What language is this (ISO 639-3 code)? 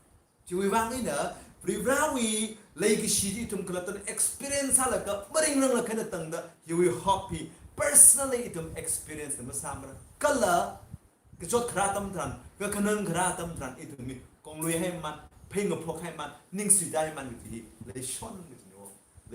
nmf